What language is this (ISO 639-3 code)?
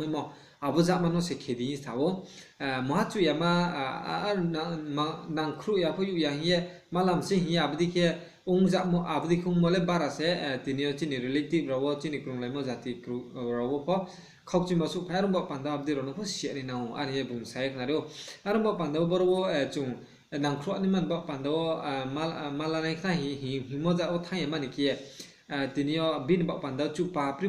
ria